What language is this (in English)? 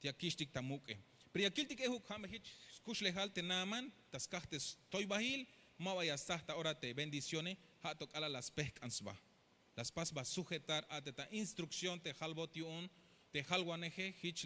Tzeltal